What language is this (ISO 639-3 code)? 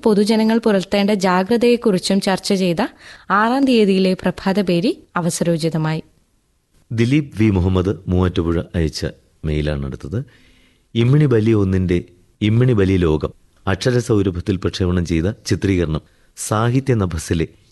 mal